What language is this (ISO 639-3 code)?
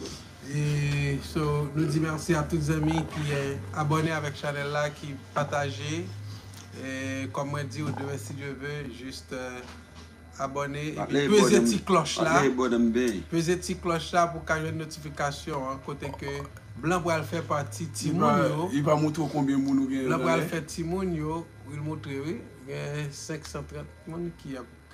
hat